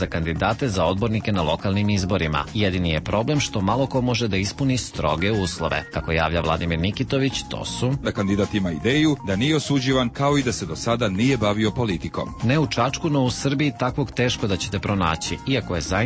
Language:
Serbian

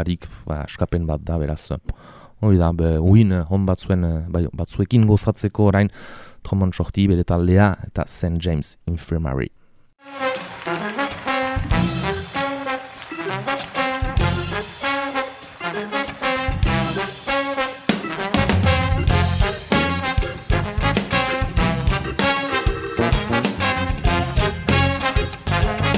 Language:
Basque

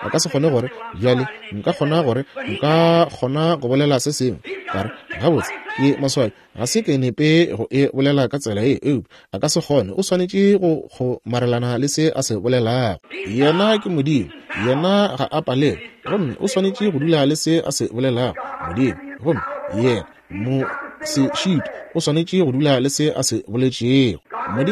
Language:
Northern Sotho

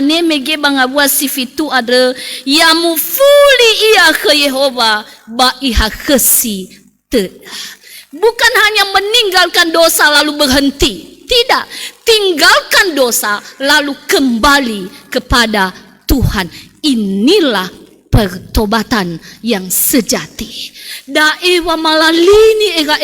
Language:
Nias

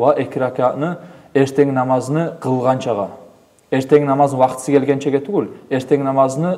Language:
Kumyk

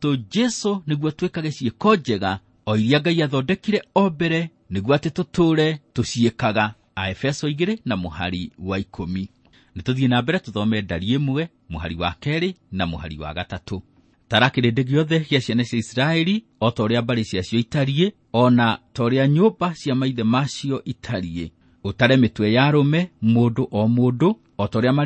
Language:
Kikuyu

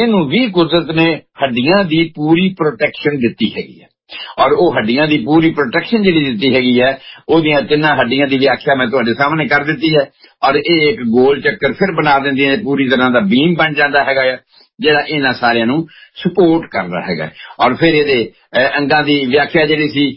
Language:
Punjabi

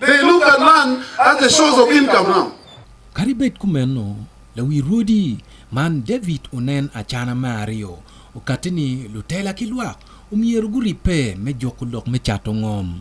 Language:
Acoli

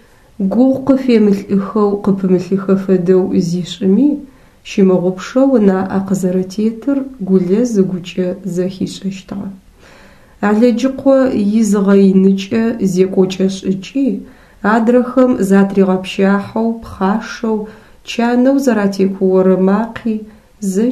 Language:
Adyghe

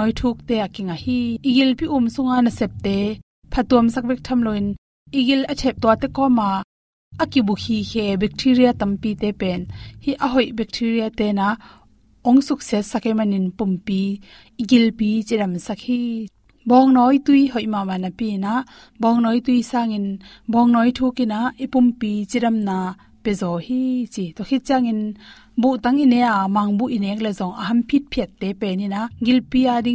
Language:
Tedim Chin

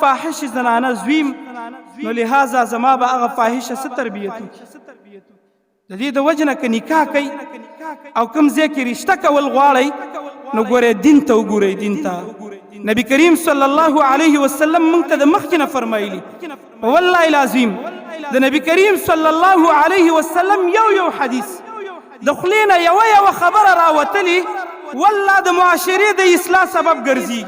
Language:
Pashto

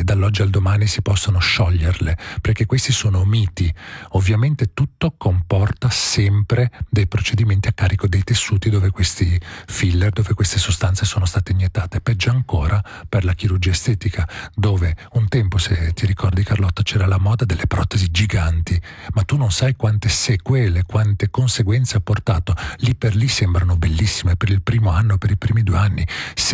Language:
Italian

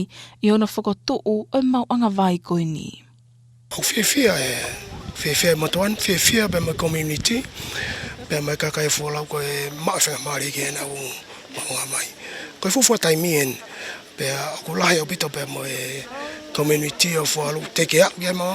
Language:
Tongan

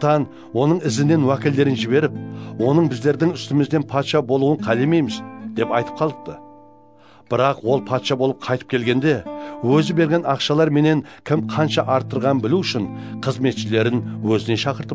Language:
Kara-Kalpak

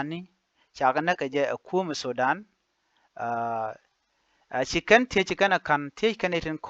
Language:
Nuer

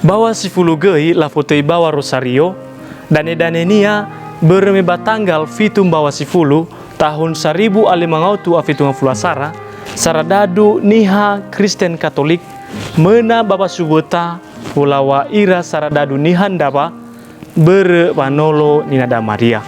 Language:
Nias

